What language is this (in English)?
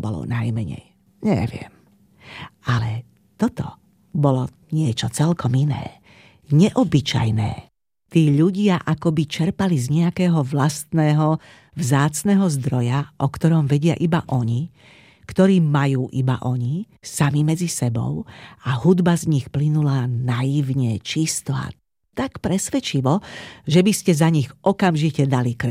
Slovak